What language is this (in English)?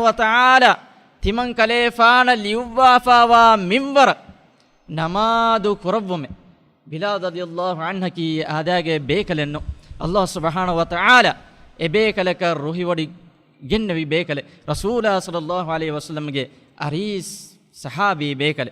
Divehi